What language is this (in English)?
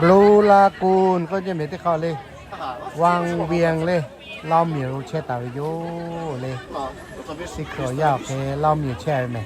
Lahu